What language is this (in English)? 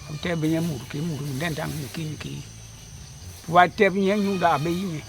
Basaa